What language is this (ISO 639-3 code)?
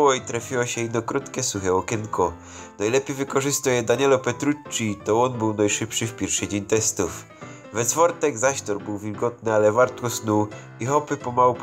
szl